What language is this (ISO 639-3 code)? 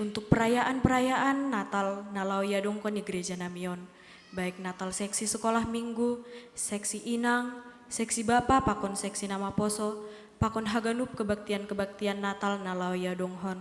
bts